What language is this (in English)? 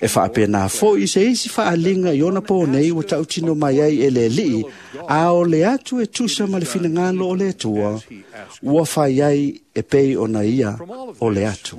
Samoan